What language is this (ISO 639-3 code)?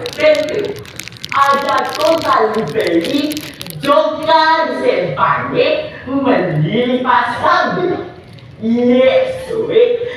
bug